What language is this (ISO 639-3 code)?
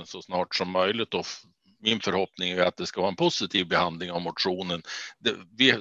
swe